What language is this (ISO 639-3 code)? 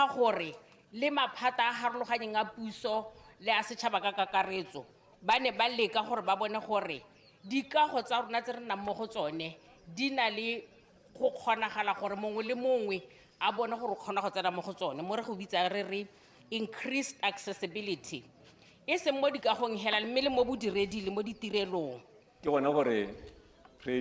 tsn